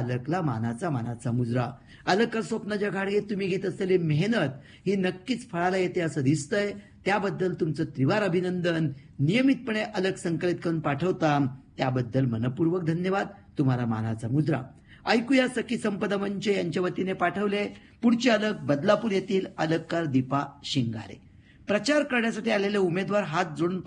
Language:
Marathi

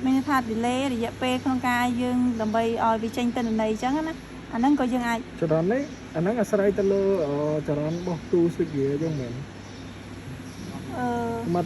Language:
Khmer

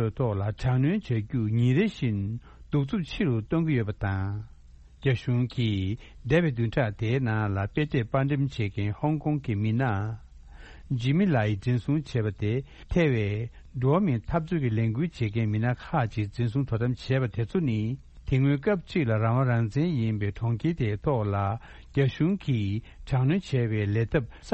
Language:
Tibetan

